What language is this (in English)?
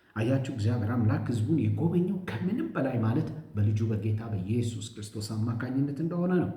Amharic